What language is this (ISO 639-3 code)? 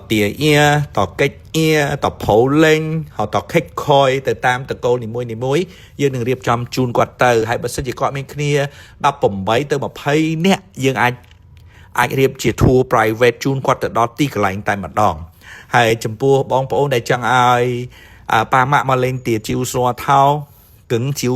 khm